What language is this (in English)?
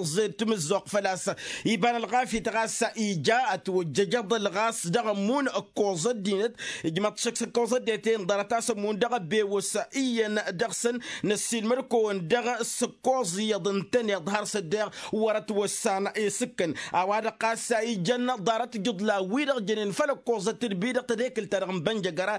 Tamasheq